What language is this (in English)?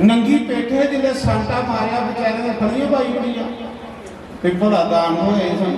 Dogri